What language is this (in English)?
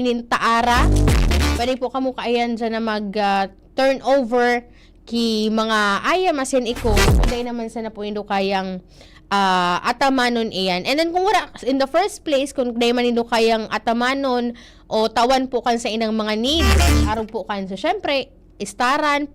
Bikol